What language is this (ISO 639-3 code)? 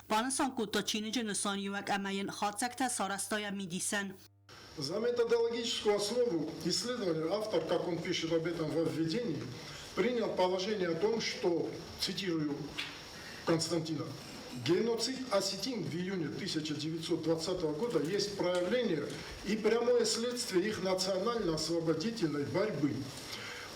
oss